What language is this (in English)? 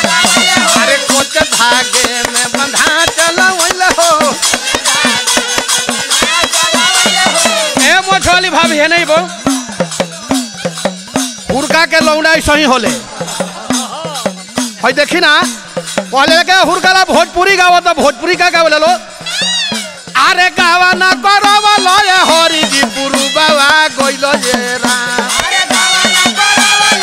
Bhojpuri